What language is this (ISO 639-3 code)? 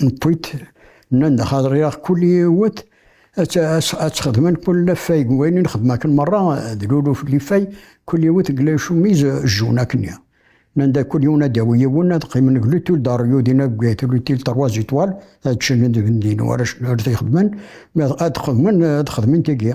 kab